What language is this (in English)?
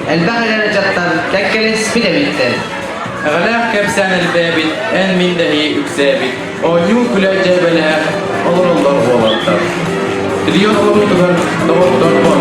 Yakut